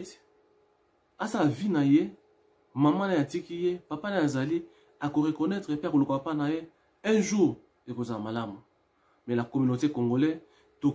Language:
Lingala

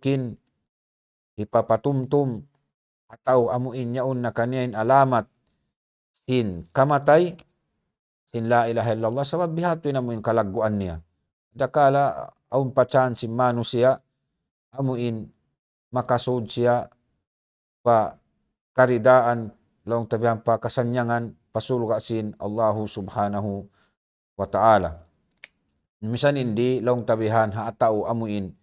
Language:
Tausug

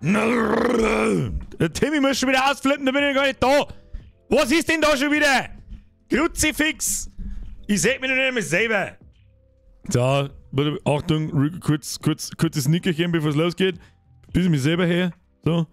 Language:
Bavarian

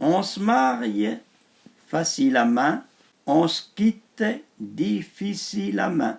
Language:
Arpitan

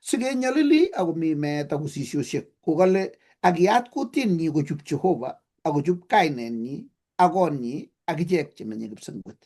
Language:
Kalenjin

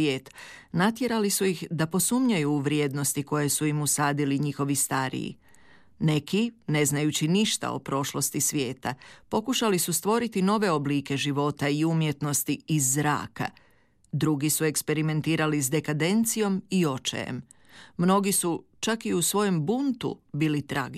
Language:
Croatian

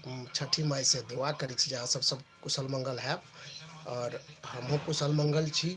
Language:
Maithili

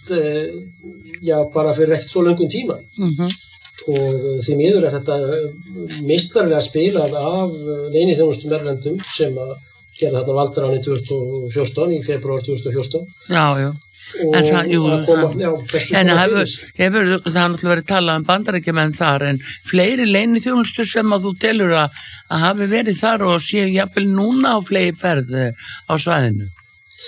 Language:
Icelandic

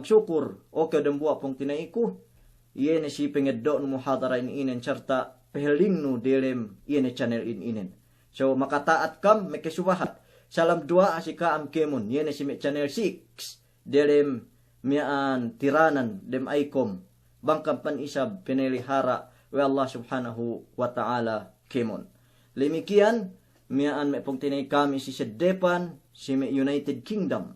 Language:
Yakan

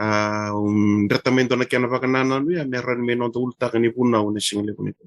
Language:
Fijian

